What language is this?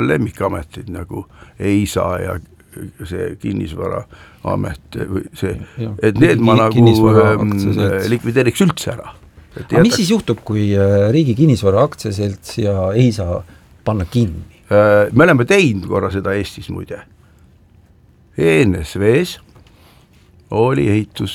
Estonian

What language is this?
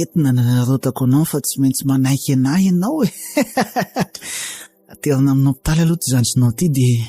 Malagasy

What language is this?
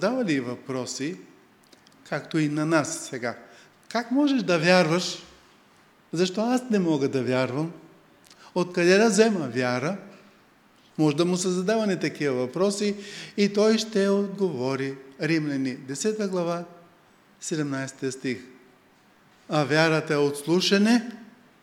Bulgarian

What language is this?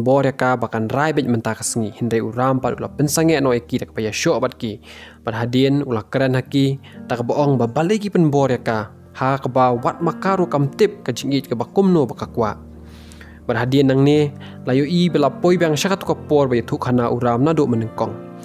Khasi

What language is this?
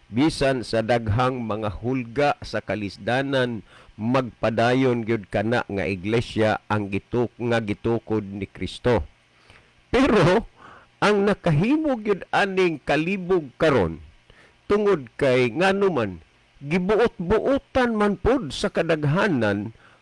Cebuano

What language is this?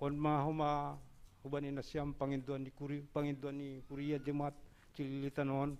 Batak Simalungun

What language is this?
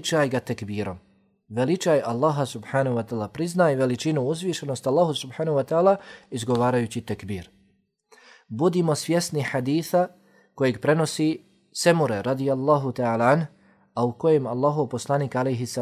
Bosnian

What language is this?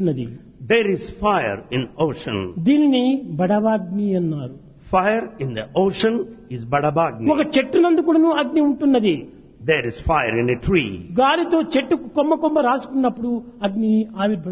Telugu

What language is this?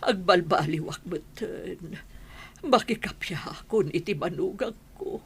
Iloko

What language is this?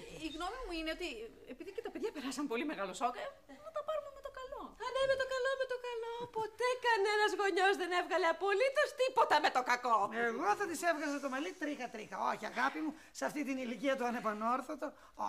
Greek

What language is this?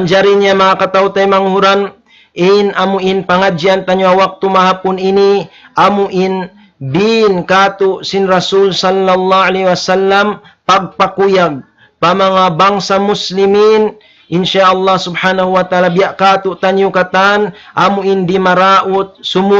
Tausug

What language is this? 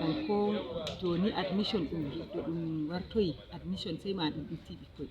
Fula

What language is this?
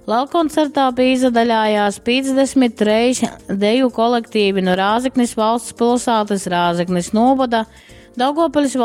Latgalian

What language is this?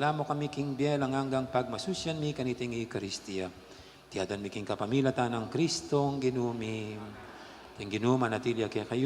Pampanga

